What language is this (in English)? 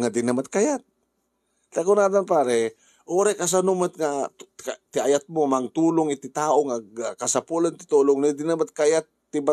Iloko